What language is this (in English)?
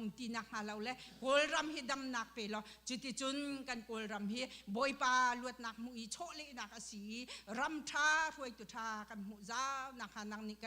Hakha Chin